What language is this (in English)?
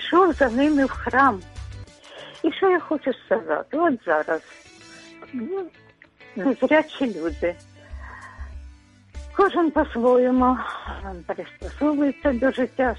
Ukrainian